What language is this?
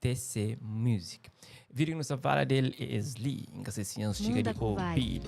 Kabuverdianu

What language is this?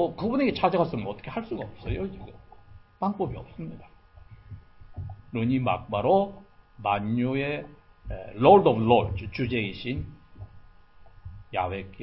Korean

